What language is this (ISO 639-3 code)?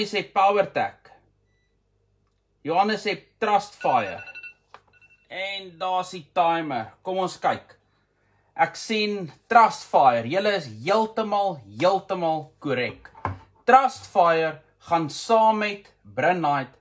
afr